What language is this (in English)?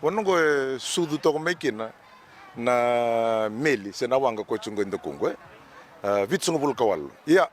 Fijian